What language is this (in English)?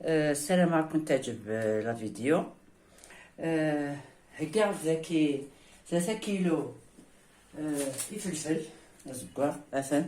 Kabyle